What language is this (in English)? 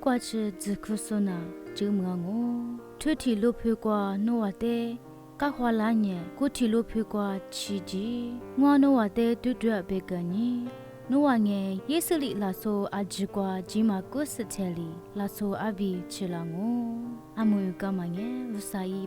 Lisu